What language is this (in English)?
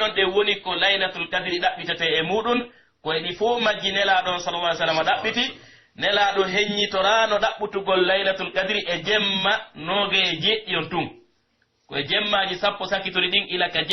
Pular